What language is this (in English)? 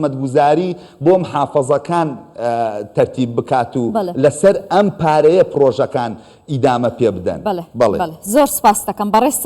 Central Kurdish